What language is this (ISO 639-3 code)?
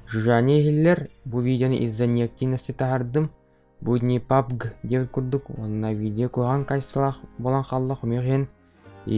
sah